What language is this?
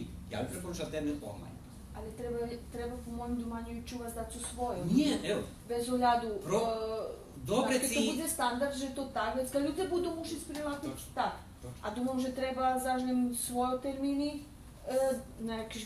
Rusyn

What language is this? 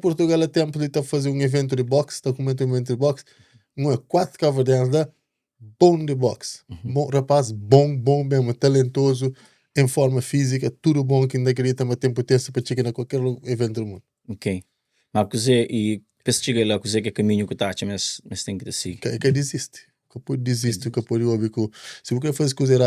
Kabuverdianu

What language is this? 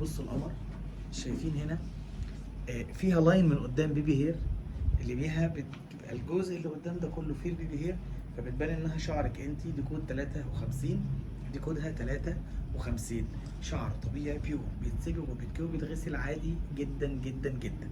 Egyptian Arabic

